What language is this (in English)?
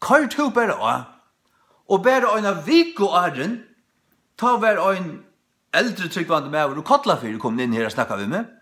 Faroese